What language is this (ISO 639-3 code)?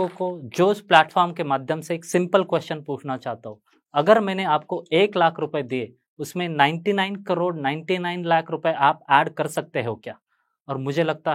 hin